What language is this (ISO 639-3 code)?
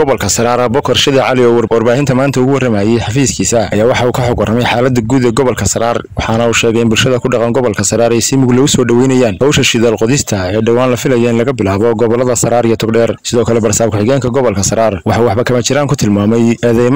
som